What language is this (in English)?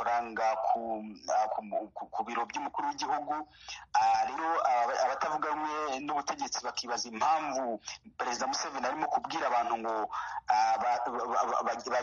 Kinyarwanda